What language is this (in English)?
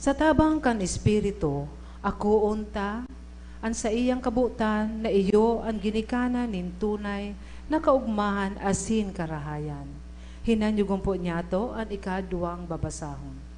Bikol